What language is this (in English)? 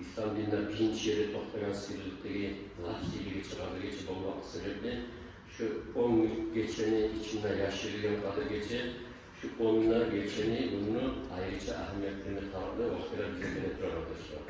Kumyk